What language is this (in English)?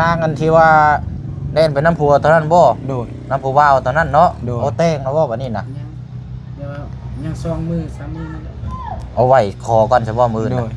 Lao